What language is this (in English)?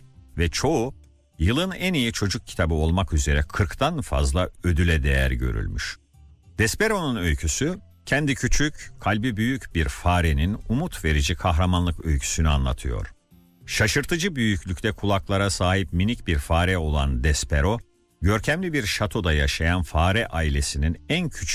Turkish